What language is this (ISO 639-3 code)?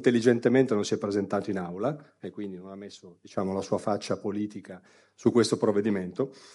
ita